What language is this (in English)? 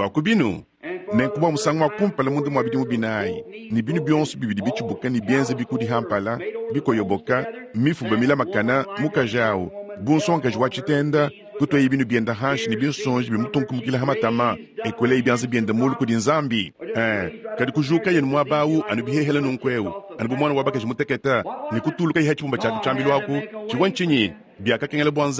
Luba-Lulua